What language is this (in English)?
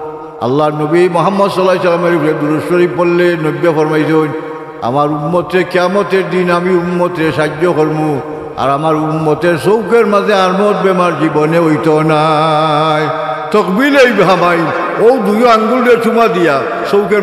Sylheti